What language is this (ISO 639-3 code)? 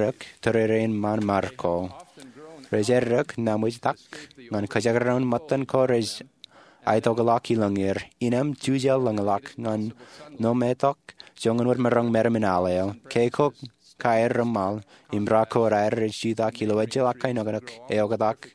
mah